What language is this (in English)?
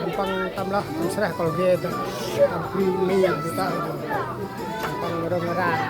Central Mnong